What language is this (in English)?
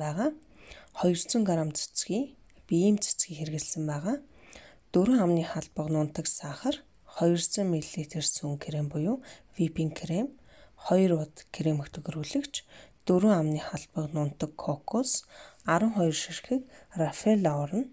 Mongolian